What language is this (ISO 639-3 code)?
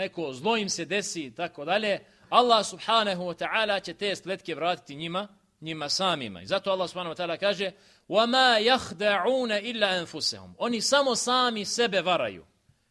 bos